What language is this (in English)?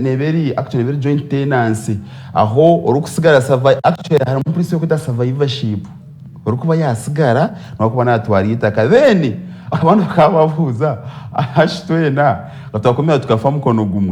Nyankole